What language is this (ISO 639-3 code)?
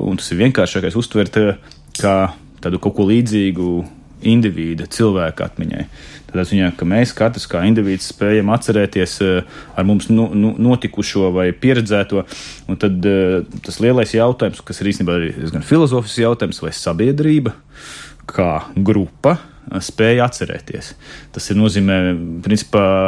lav